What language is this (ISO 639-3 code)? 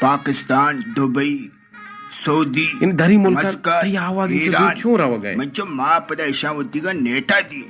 bgp